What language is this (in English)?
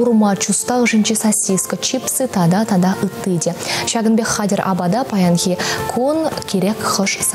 Chuvash